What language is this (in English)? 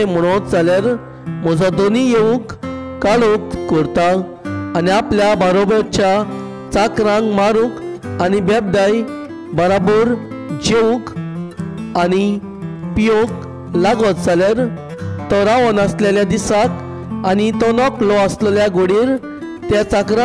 Konkani